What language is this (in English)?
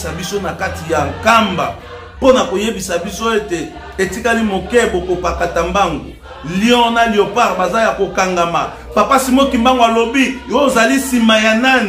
Lingala